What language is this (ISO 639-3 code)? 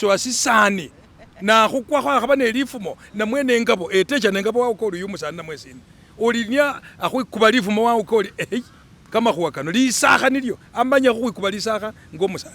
myx